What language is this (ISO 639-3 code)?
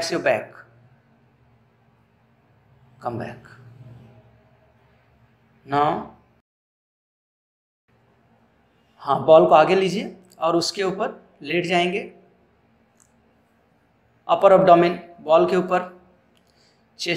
hin